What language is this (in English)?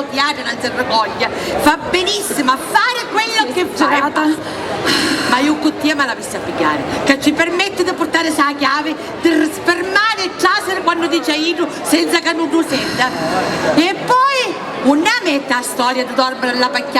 Sicilian